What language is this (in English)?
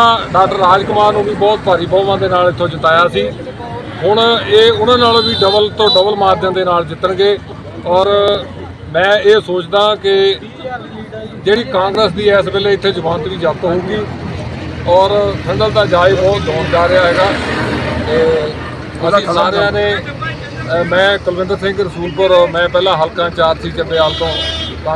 Punjabi